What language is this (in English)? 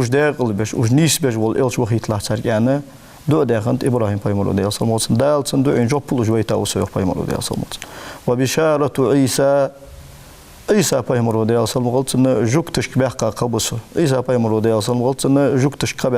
Ingush